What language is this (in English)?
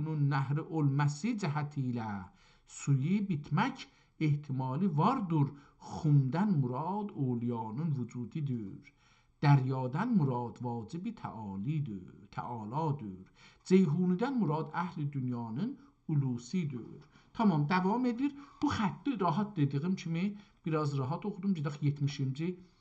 South Azerbaijani